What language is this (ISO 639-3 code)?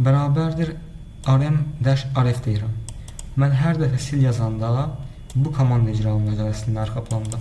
aze